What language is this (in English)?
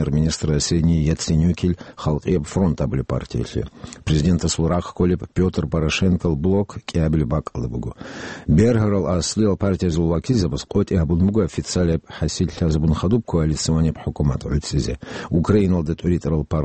Avaric